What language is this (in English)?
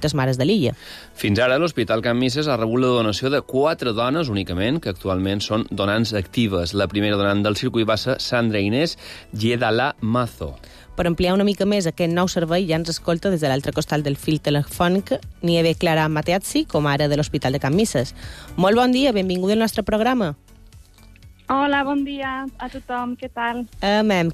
Catalan